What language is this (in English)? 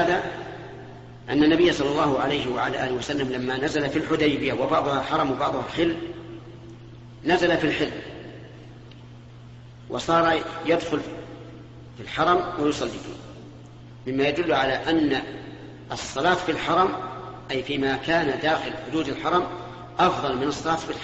Arabic